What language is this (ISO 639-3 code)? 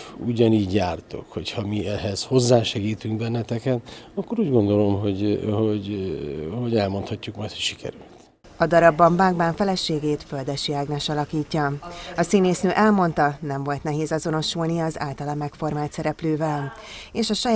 hun